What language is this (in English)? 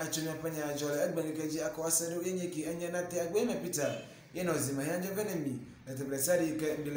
Ewe